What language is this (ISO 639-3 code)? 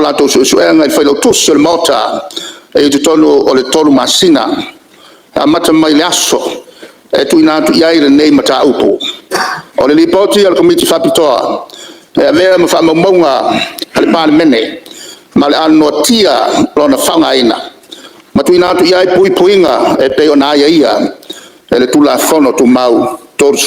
smo